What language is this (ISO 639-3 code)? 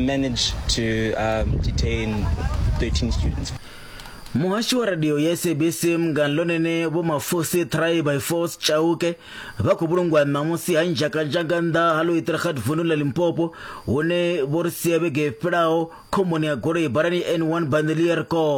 ven